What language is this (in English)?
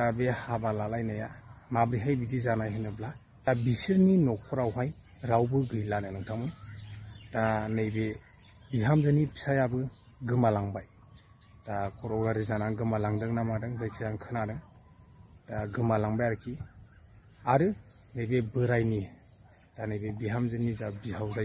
Bodo